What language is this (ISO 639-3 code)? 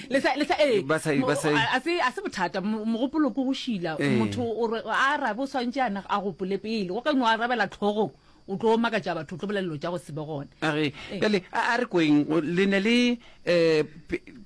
nso